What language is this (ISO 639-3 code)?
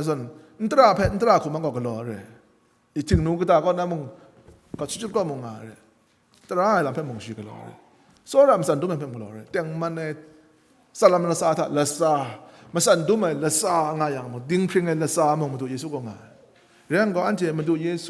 kac